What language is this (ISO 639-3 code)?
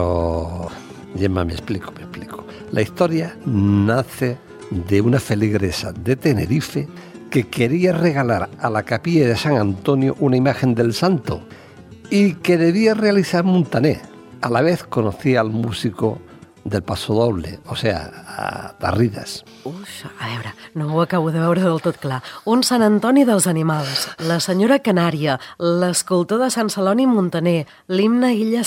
spa